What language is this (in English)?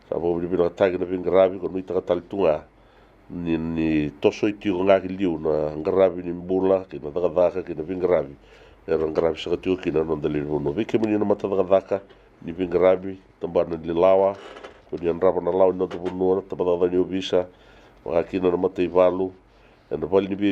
Fijian